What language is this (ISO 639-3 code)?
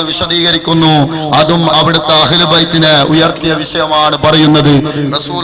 mal